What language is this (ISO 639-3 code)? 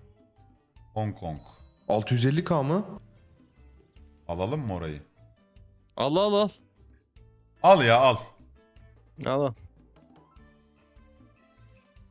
tur